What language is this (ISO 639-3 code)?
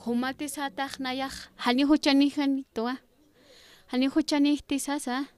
aym